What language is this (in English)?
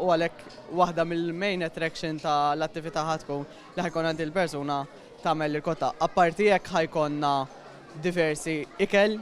Maltese